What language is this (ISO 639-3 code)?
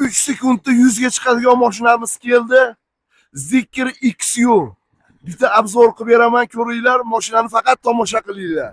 uzb